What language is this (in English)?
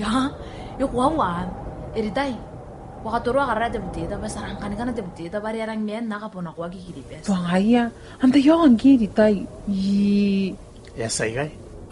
Gilbertese